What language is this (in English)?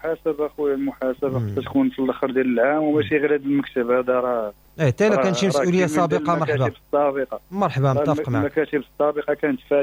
Moroccan Arabic